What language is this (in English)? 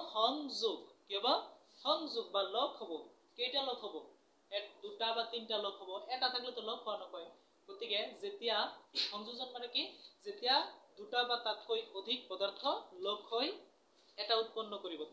Assamese